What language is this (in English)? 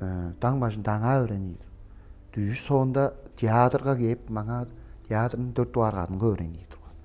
Tuvinian